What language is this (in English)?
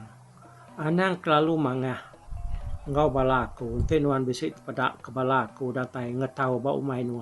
Iban